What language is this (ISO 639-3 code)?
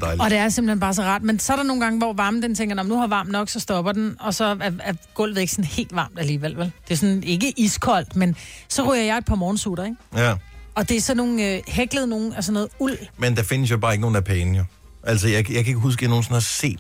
dan